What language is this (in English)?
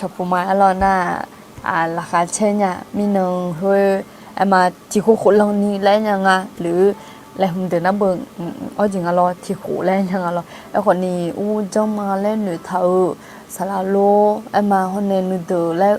Akha